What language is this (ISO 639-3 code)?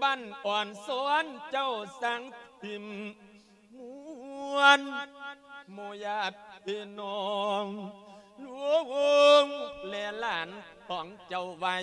lao